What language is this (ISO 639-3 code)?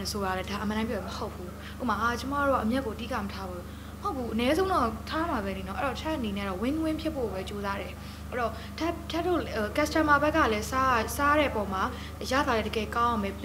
mya